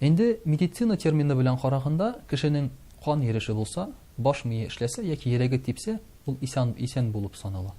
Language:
Tatar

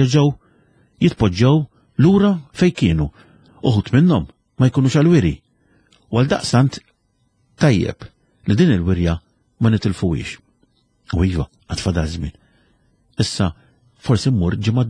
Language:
Maltese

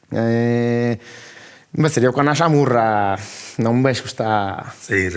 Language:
Sardinian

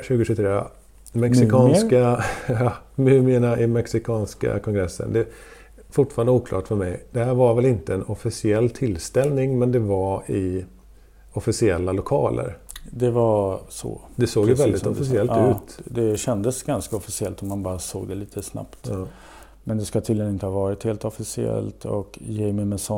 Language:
Swedish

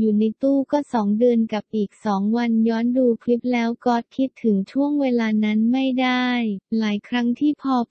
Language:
Thai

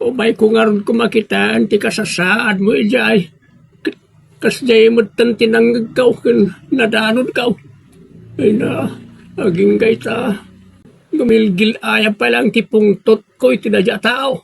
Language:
Iloko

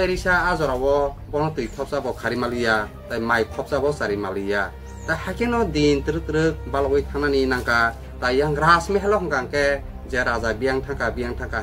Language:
Kok Borok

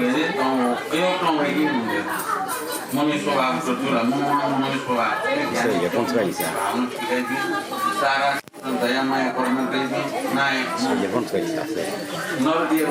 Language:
Newari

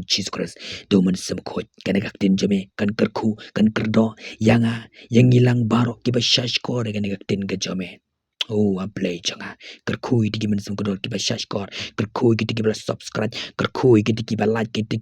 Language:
Khasi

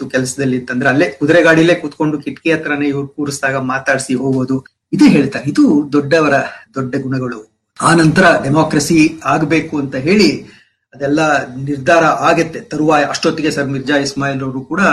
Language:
Kannada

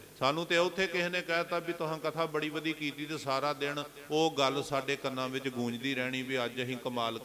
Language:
Punjabi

